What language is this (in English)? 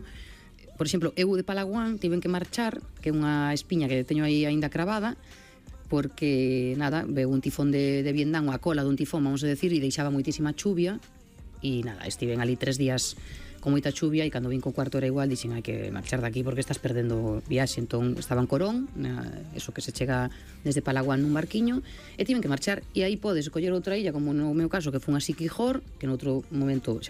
Galician